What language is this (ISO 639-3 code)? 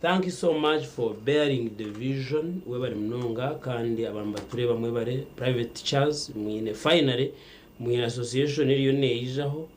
nyn